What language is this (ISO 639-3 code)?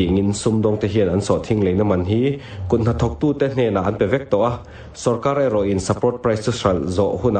lus